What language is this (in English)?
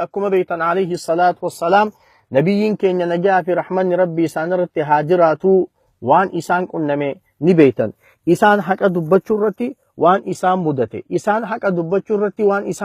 Oromo